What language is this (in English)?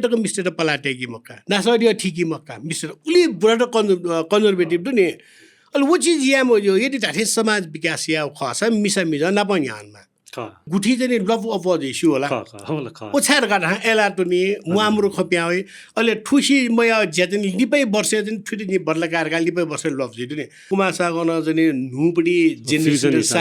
Newari